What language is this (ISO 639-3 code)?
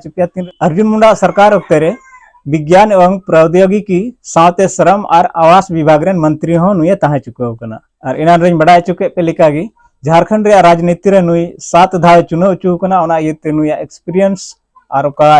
sat